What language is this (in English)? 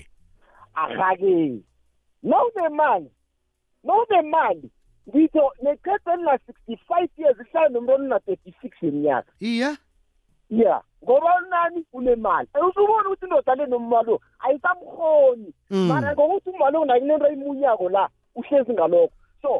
South Ndebele